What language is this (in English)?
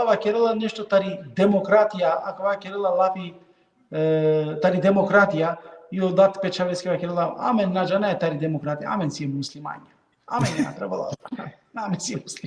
Balkan Romani